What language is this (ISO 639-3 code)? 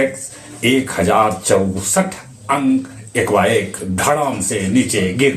mag